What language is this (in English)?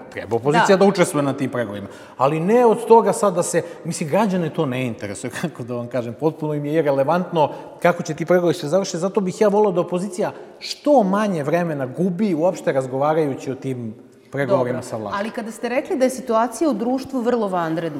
Serbian